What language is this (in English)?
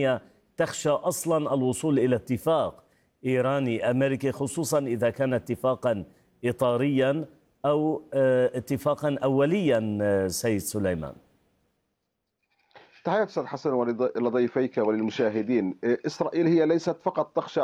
Arabic